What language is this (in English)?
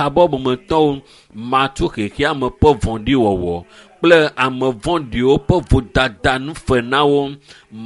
Ewe